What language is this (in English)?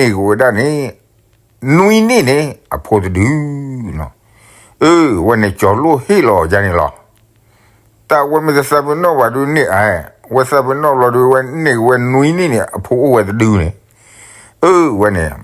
S'gaw Karen